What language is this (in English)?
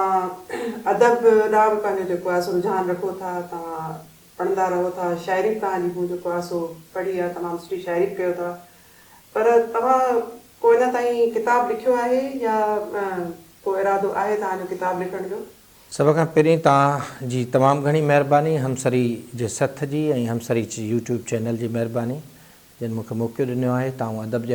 Sindhi